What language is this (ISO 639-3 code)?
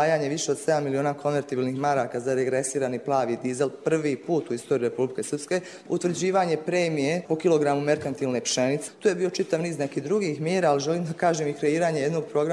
bos